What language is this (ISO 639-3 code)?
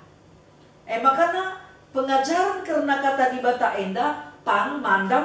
btx